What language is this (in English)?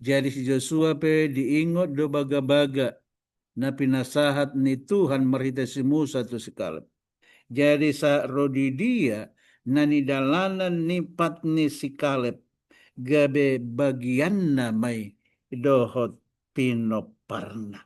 Batak Toba